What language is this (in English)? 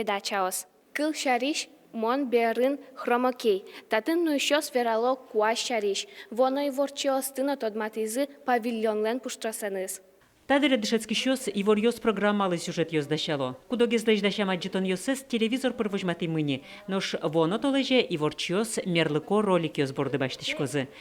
Udmurt